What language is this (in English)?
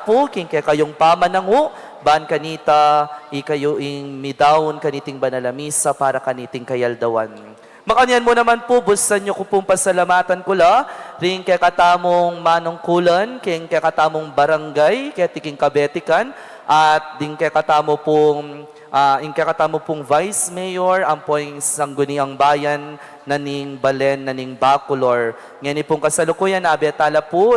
Pampanga